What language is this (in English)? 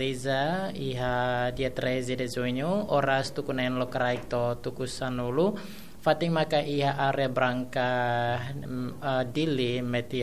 Tetum